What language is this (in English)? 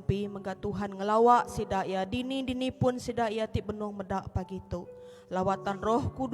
Iban